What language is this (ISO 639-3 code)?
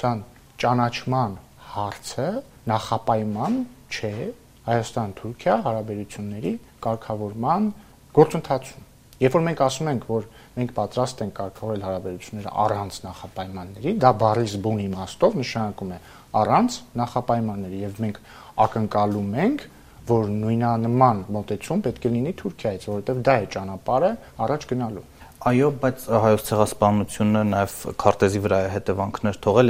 hye